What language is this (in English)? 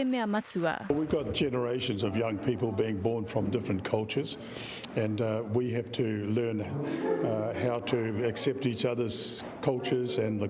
Māori